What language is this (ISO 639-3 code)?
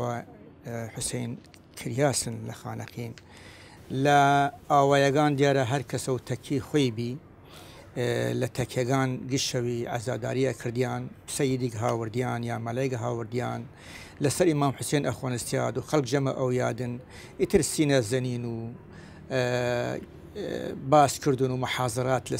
sdh